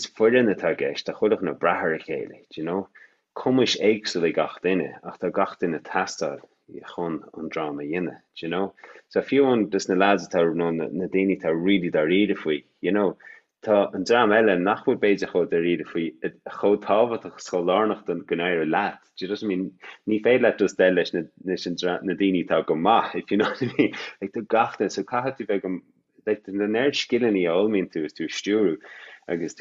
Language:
Irish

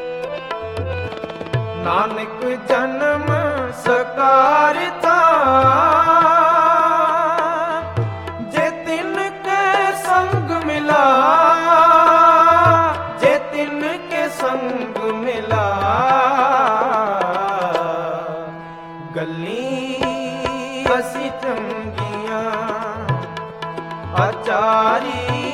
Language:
Punjabi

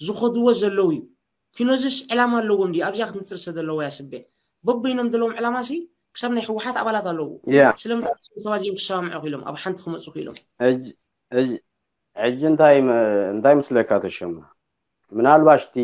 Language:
Tigrinya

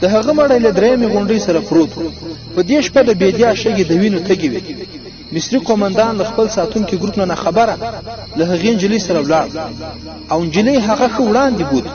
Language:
Pashto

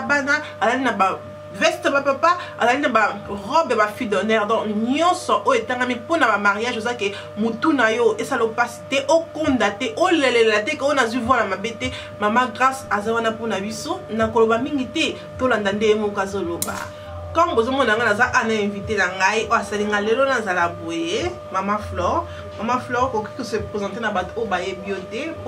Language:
Lingala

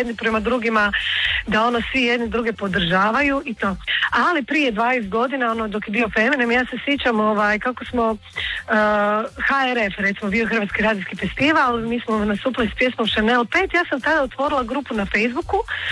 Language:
Croatian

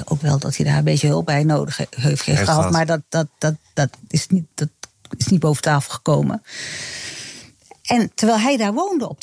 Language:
Dutch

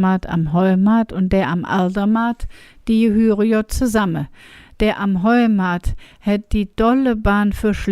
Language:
Colognian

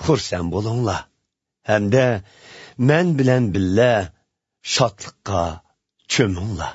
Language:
Uyghur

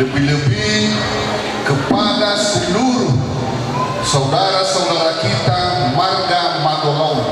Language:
Nias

